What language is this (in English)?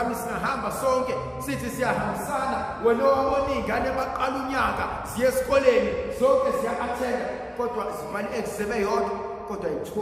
Zulu